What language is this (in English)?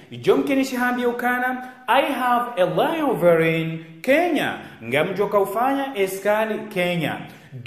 Ngazidja Comorian